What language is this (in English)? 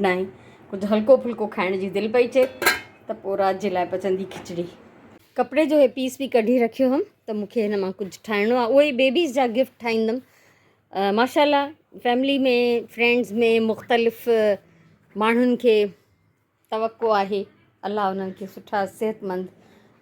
Sindhi